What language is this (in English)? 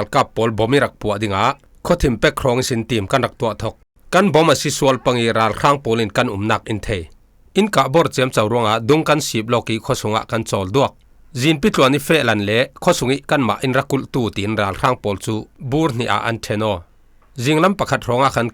Falam Chin